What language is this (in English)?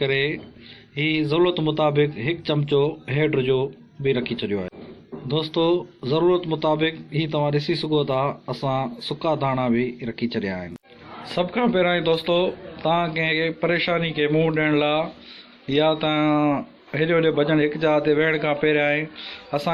Sindhi